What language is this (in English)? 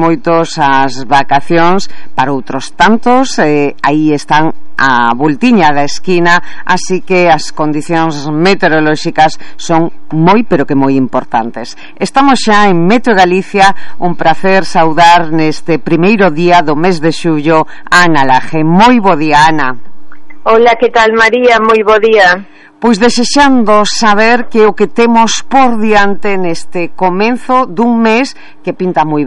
Galician